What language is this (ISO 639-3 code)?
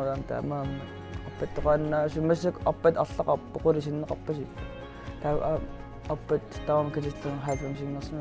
kal